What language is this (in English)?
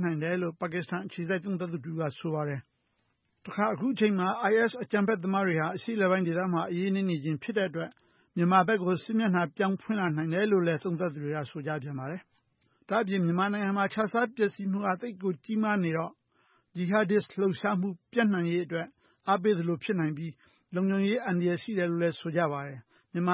Burmese